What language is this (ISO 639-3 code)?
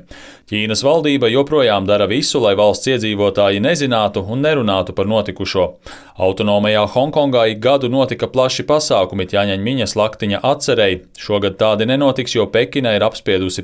lav